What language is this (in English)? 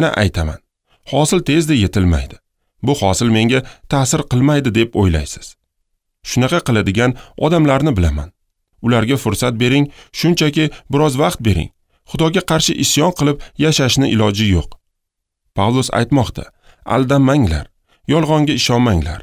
Uzbek